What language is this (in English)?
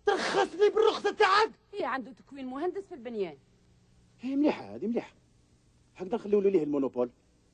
Algerian Arabic